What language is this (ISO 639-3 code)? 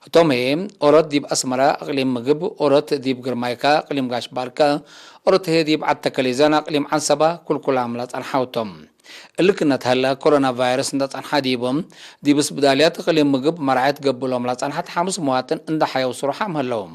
tig